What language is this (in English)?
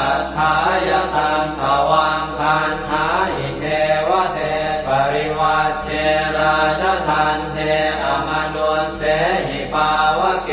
Pali